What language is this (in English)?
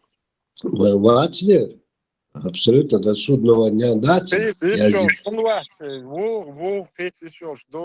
Chechen